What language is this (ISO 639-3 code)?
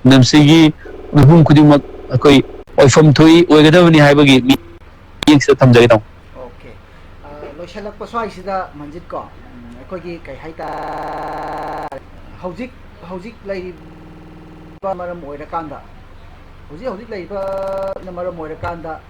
mni